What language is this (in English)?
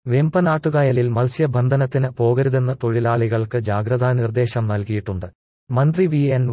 Malayalam